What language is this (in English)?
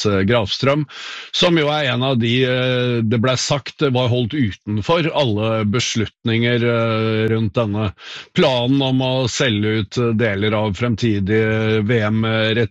Norwegian